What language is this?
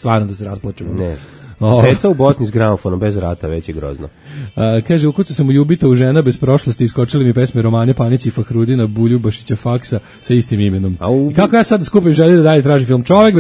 Serbian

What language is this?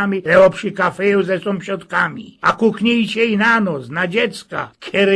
Silesian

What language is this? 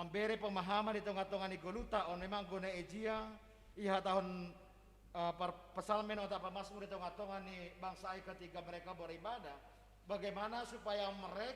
Batak Simalungun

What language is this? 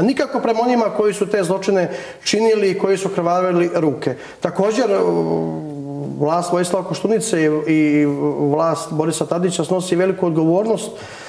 Serbian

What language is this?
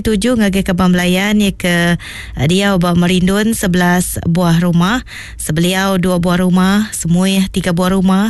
Iban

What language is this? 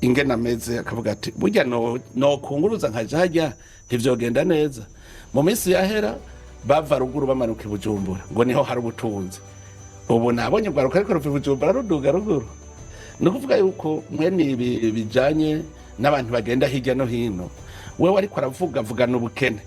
Rundi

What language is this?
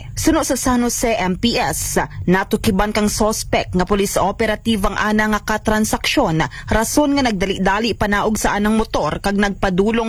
Aklanon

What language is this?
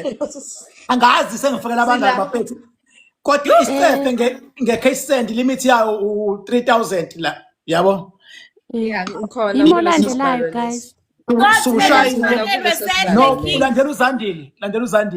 Zulu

